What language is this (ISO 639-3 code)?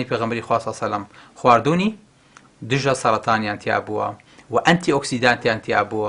ckb